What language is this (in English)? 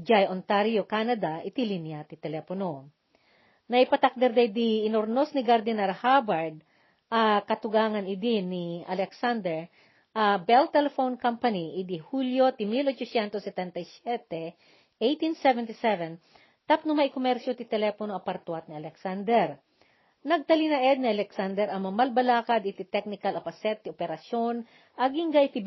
Iloko